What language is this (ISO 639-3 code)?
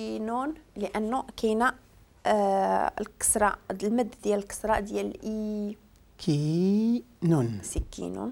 ary